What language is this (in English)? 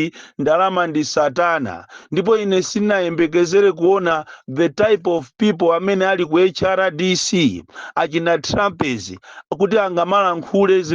Nyanja